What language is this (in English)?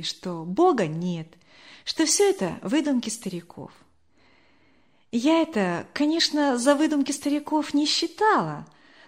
Russian